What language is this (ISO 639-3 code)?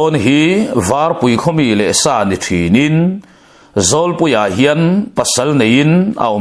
lus